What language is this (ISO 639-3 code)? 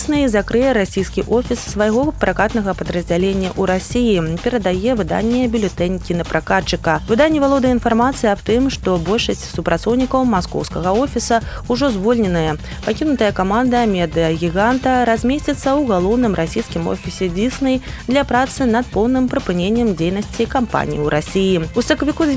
bel